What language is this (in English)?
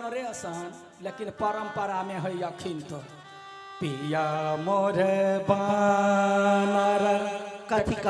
Maithili